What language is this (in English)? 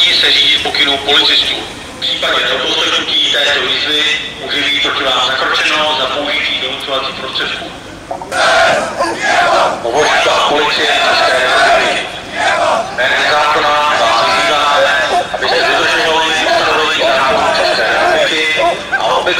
Czech